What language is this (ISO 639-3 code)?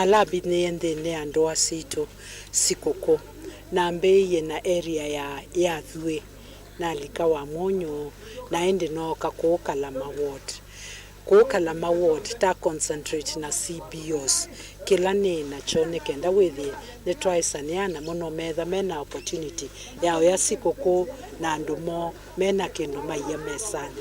kam